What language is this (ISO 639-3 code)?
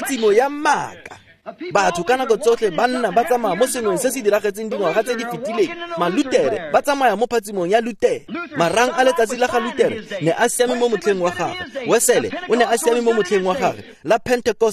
tsn